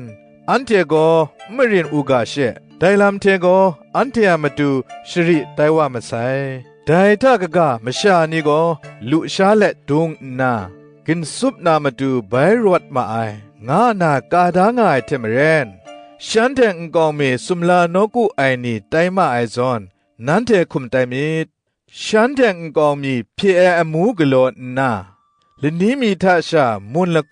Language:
Kachin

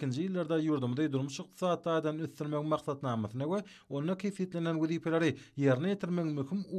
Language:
Turkmen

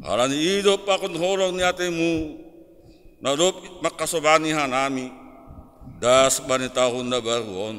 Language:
Batak Simalungun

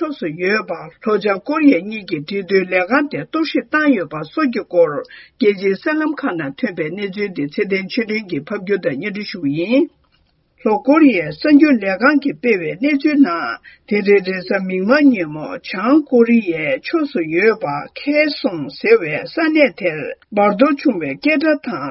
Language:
Tibetan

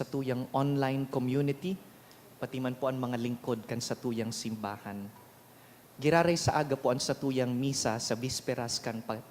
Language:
Bikol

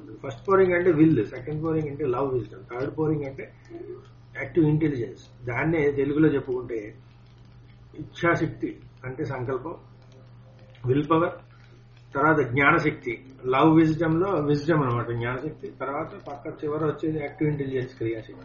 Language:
Telugu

